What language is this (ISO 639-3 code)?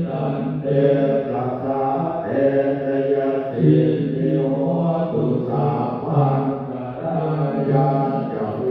pli